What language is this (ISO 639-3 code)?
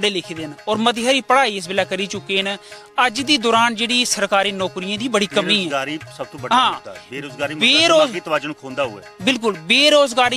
doi